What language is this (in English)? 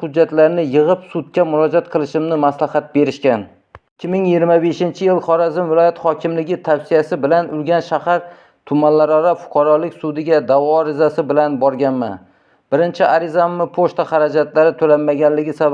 Uzbek